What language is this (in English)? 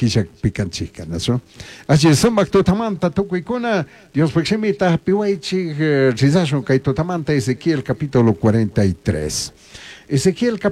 Chimborazo Highland Quichua